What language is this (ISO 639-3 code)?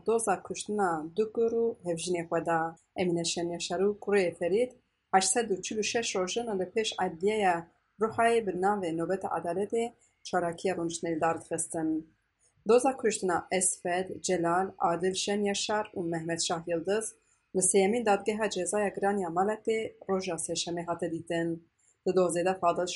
kur